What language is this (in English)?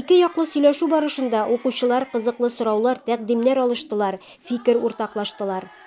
Tatar